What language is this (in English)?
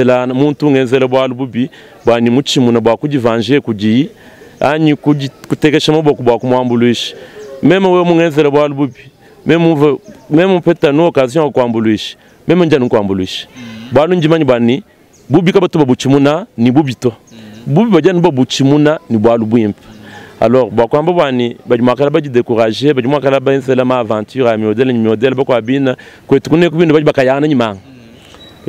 Luba-Lulua